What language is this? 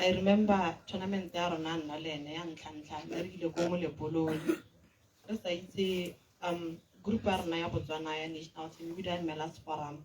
Tswana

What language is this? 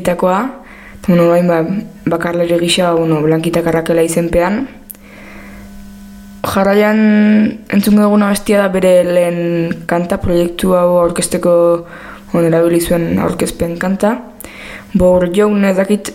Basque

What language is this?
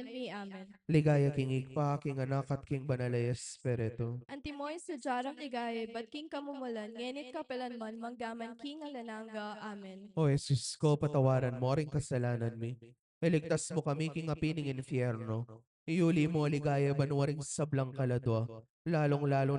Pampanga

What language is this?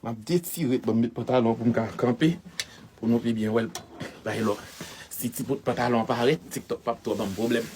Haitian Creole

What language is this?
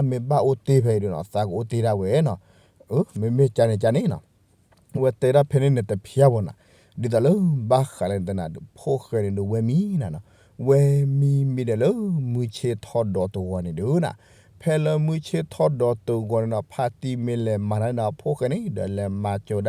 S'gaw Karen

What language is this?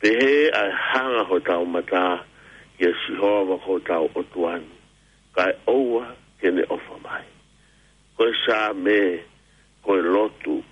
Tongan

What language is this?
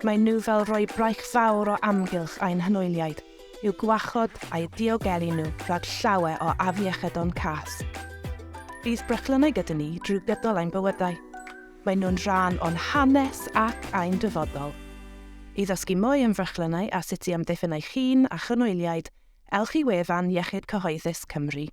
Welsh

